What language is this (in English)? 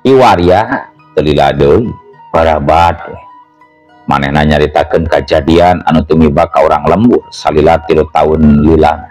Sundanese